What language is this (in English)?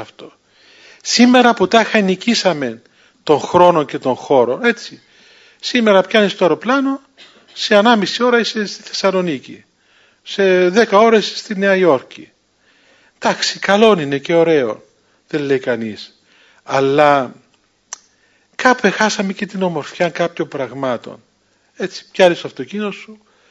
Greek